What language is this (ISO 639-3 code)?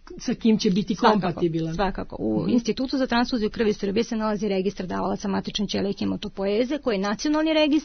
srp